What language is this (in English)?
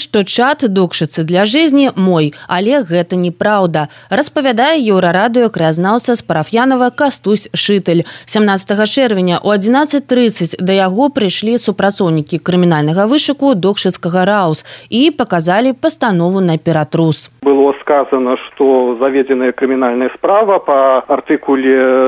Belarusian